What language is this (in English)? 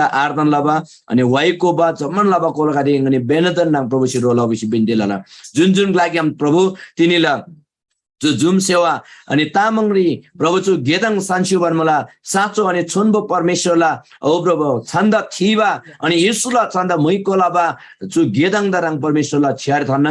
Eastern Tamang